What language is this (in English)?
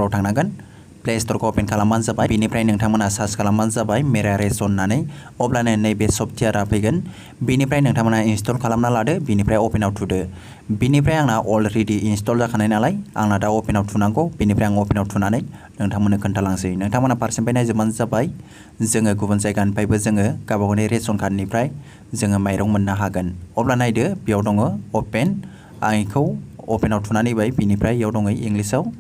Bodo